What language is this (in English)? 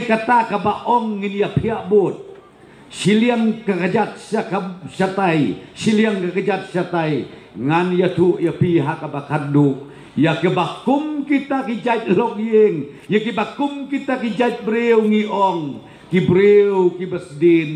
Khasi